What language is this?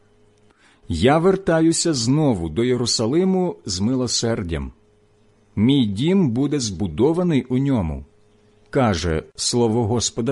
Ukrainian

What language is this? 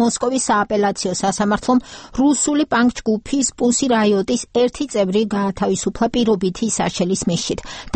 Georgian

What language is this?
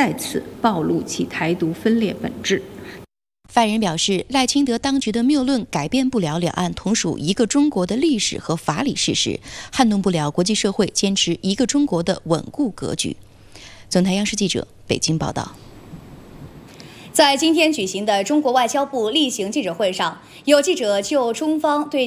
Chinese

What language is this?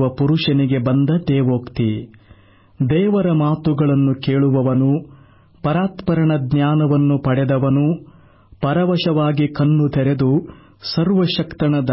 Kannada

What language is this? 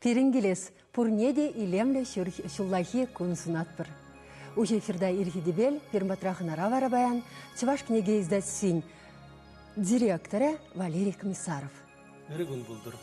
Chuvash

